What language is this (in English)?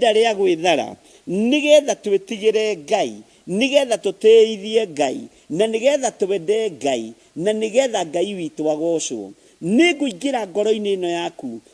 Kikuyu